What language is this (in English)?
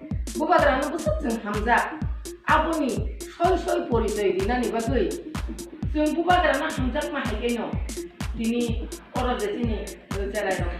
Kok Borok